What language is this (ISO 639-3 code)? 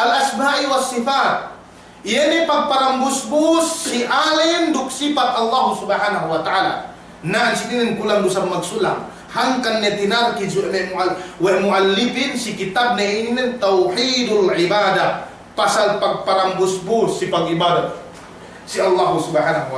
yka